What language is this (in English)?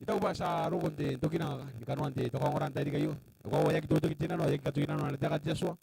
Gilbertese